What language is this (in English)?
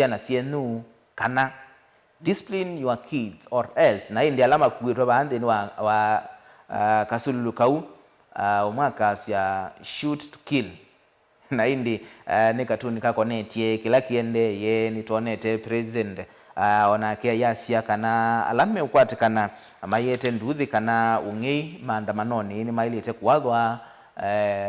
Kamba